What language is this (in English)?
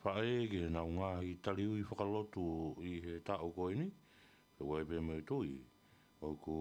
Tongan